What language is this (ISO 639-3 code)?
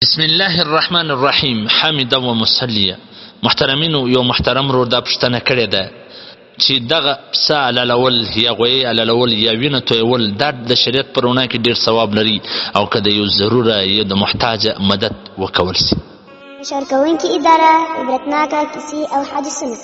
pus